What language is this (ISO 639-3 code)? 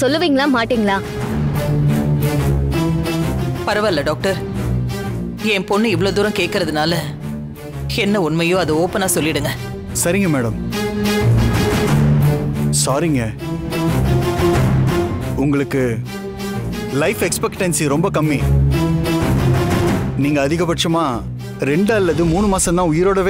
tam